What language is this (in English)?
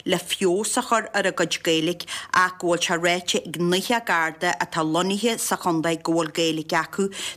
Irish